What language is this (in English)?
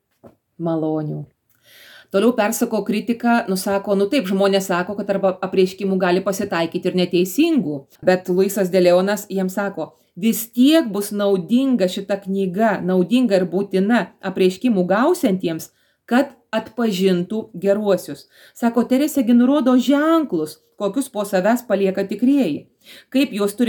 Lithuanian